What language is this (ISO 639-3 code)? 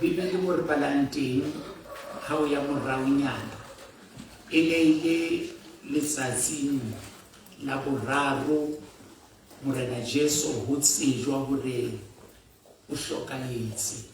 sot